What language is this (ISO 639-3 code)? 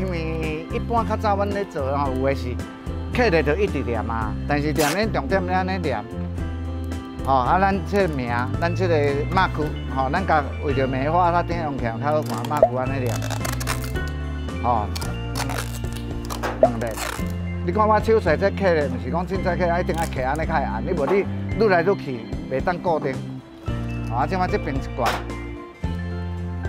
nan